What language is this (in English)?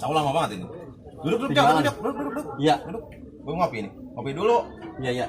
Betawi